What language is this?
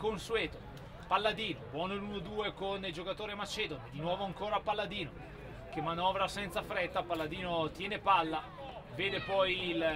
Italian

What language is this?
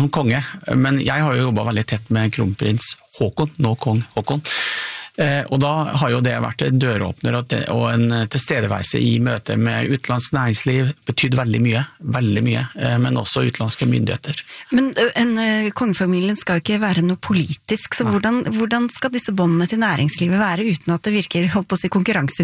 Norwegian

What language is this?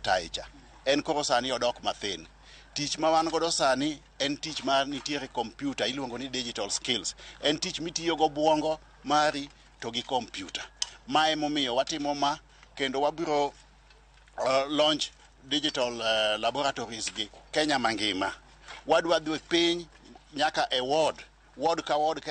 Luo (Kenya and Tanzania)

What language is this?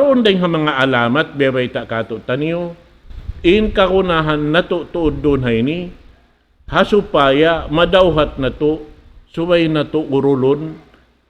Tausug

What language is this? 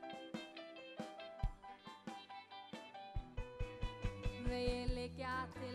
Icelandic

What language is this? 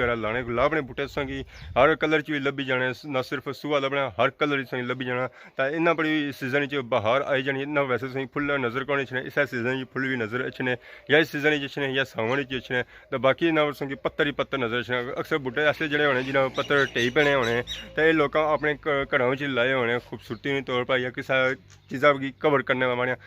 Pahari-Potwari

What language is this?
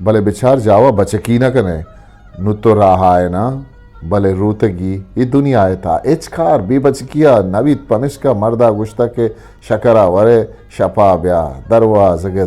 Eastern Balochi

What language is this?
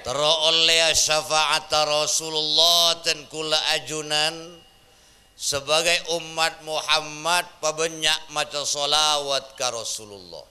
Madurese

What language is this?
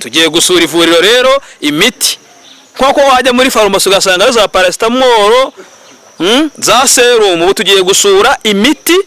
Kinyarwanda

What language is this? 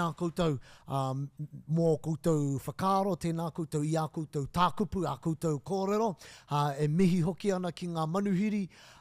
Māori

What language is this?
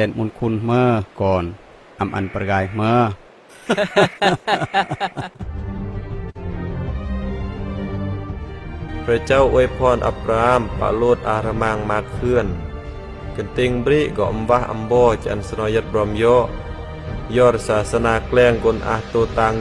Khmu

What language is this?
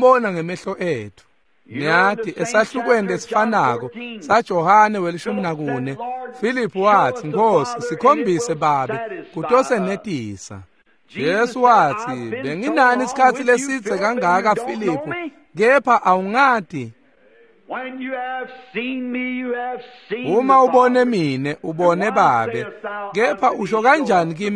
Swati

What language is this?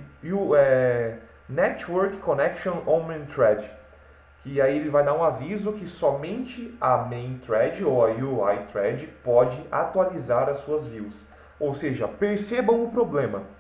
Portuguese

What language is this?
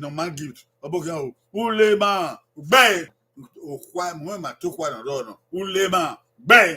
Bini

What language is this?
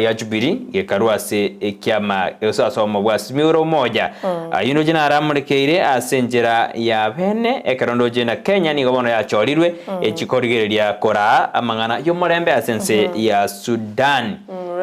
Gusii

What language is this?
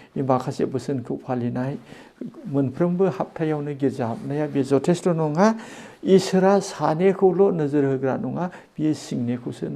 Bodo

